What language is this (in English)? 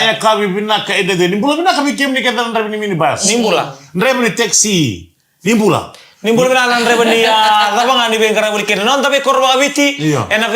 Fijian